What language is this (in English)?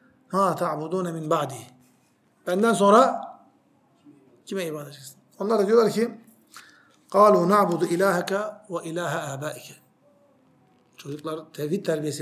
Turkish